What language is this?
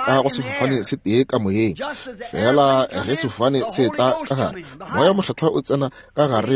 Northern Sotho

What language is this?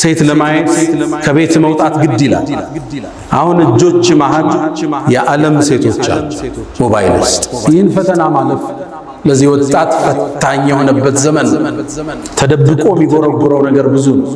Amharic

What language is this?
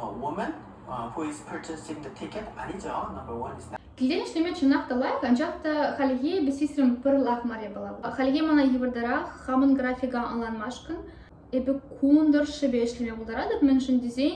Chuvash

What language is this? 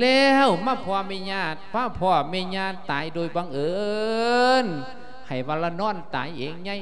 Lao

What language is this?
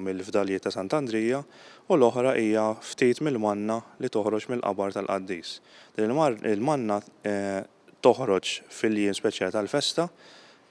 Maltese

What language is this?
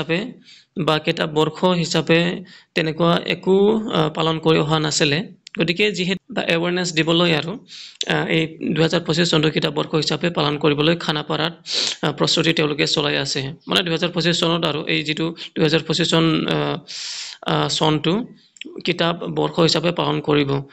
Assamese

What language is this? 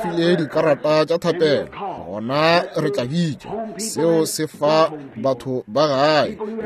Northern Sotho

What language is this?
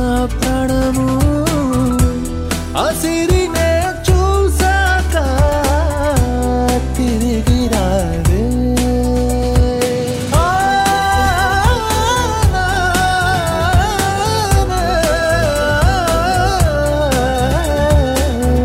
Telugu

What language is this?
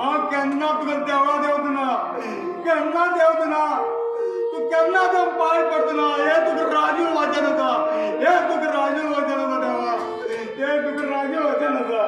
Konkani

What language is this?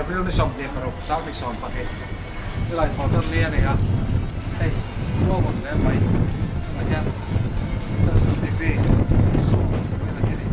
Mizo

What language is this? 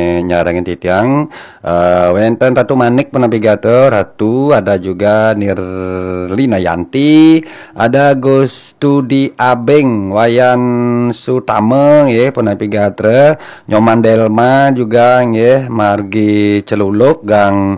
Balinese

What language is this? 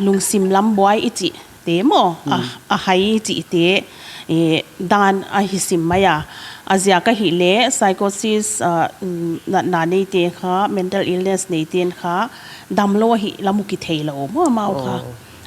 Paite Chin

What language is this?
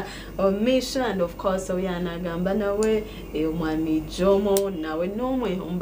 Nyankole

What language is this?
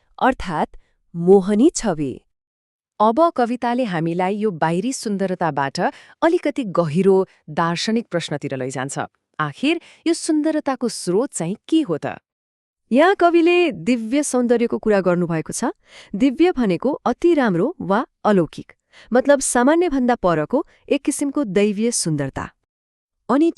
Nepali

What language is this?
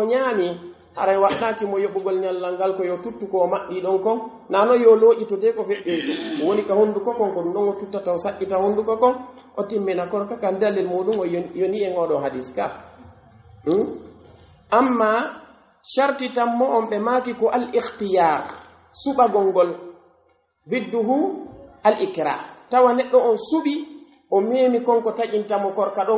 Pular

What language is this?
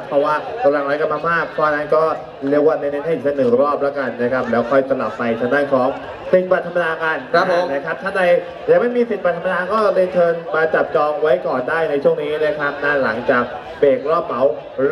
Thai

